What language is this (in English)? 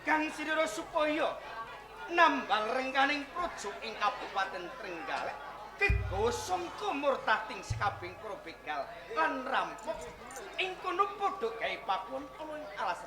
Javanese